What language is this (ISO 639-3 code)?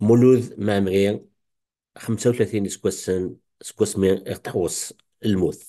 kab